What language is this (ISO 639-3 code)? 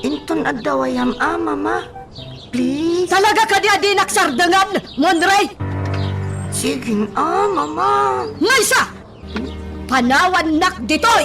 ilo